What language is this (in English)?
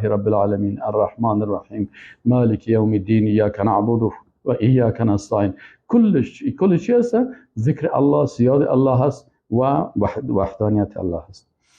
Persian